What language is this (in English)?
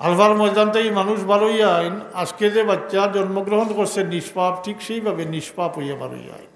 Sylheti